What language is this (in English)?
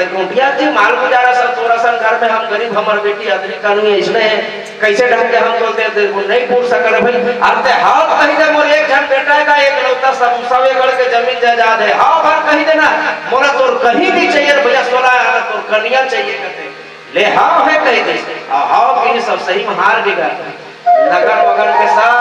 Chhattisgarhi